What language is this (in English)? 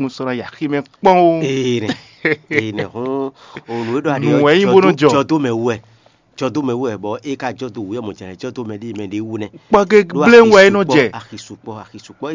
Fon